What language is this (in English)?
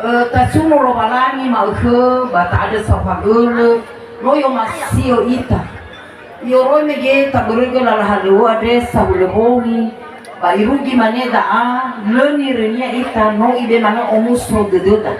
Nias